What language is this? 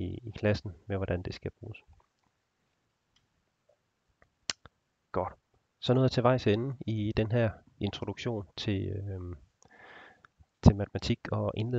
Danish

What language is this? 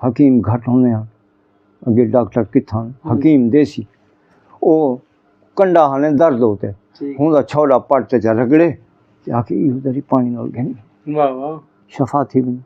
Saraiki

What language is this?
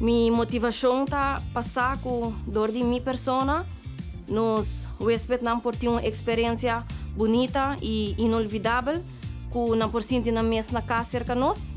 Papiamento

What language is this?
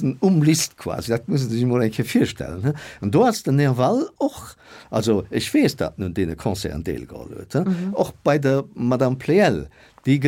Luxembourgish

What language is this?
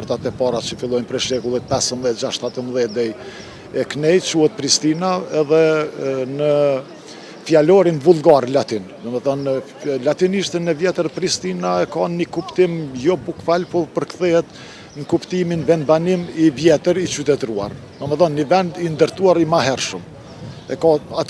Albanian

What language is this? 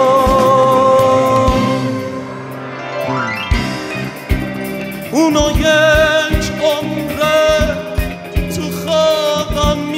Persian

